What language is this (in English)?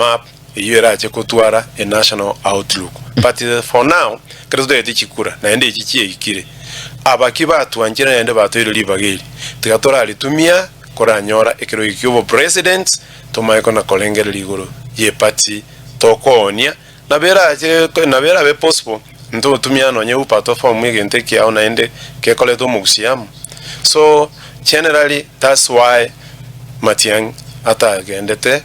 Gusii